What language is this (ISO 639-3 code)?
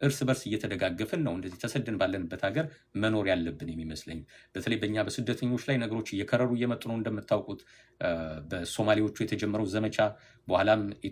amh